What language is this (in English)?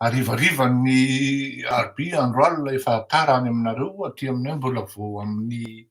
Malagasy